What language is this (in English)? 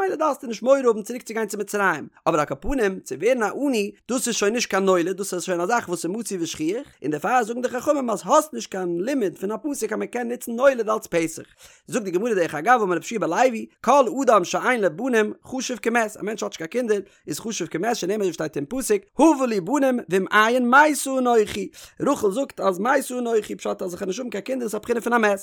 Yiddish